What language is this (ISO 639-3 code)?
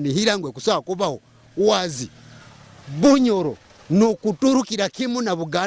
nyo